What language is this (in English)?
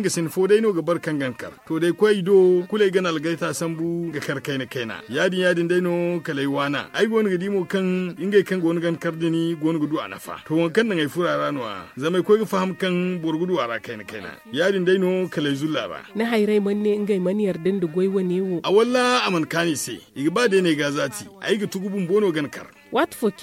Zarma